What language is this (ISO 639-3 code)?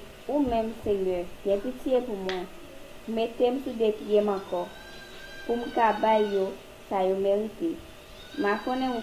hat